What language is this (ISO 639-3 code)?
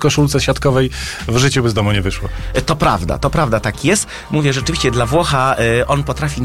pol